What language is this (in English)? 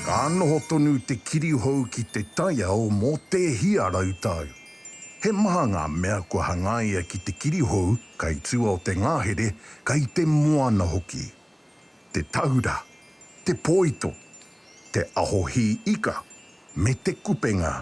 Māori